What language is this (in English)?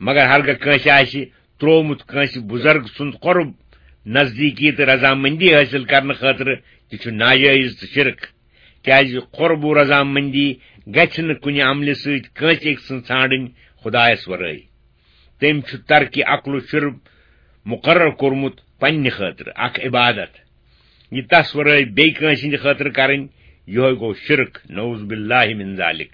Kashmiri